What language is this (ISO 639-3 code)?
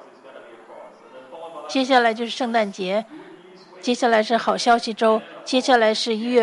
zho